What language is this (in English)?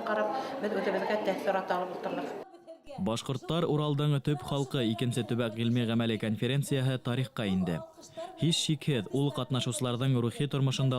Bashkir